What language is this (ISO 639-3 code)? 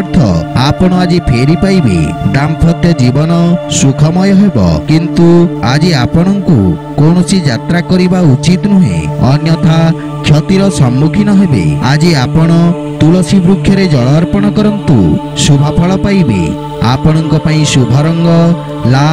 ori